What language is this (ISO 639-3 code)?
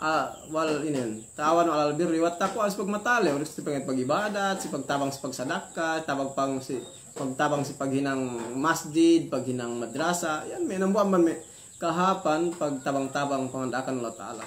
yka